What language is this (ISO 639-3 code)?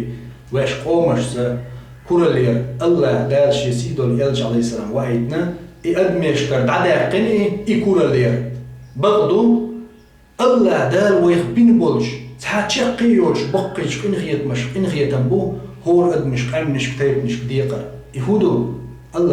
che